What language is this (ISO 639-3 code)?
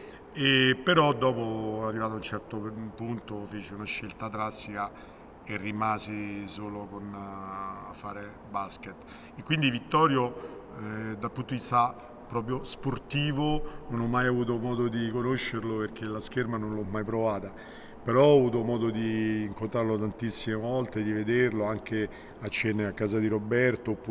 ita